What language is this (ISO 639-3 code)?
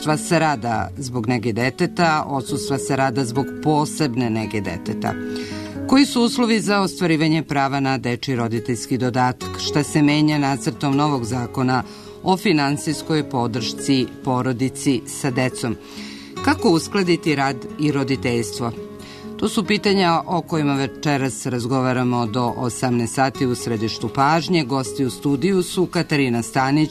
srp